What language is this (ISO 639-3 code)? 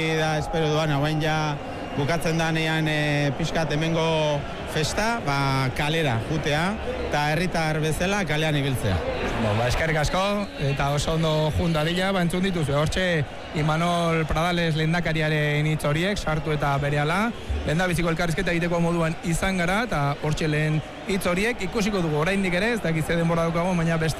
eus